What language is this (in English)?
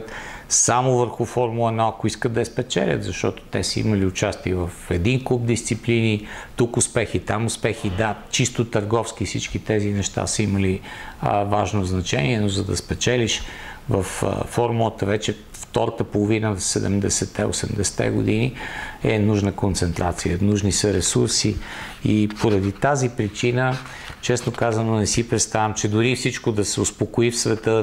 Bulgarian